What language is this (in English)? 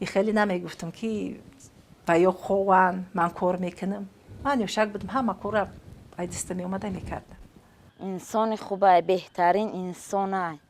Tajik